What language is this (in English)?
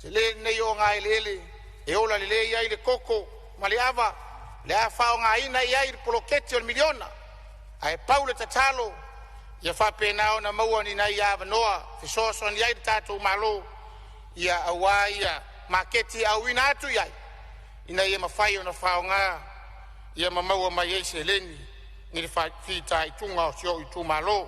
Samoan